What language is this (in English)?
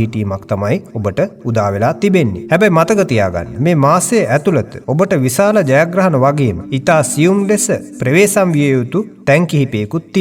Sinhala